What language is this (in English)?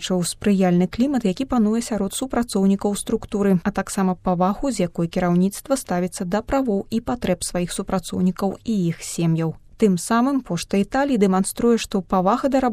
Belarusian